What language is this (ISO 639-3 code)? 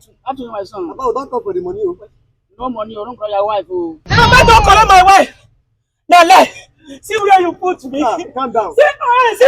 pcm